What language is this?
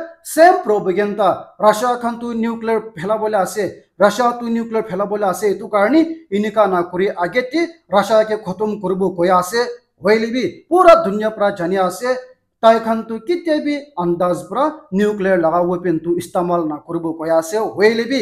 Naga Pidgin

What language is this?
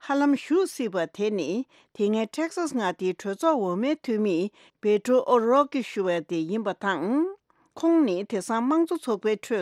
Tibetan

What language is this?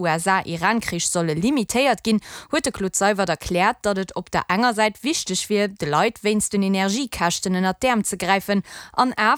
Luxembourgish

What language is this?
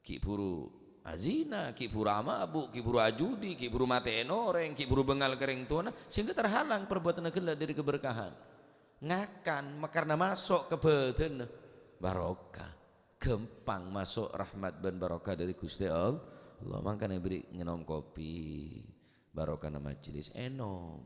Madurese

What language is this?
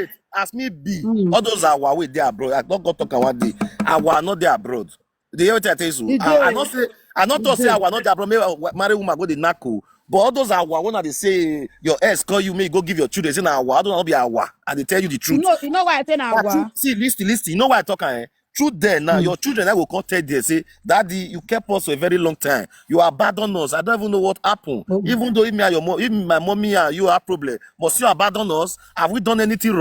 Nigerian Pidgin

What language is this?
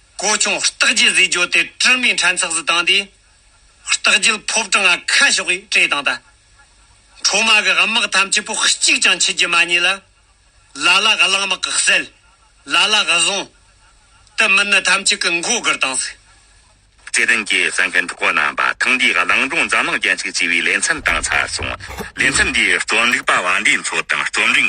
Tibetan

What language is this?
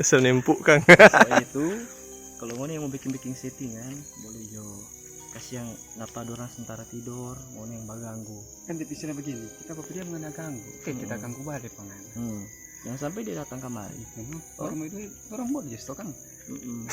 Manado Malay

